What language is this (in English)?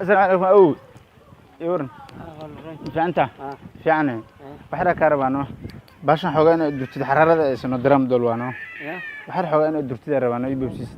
Somali